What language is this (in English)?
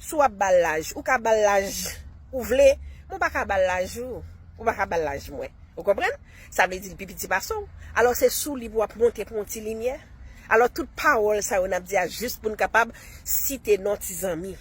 Haitian Creole